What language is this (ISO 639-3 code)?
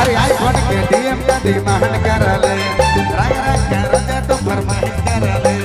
sck